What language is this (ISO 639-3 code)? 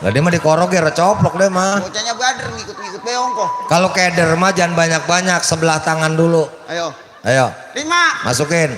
bew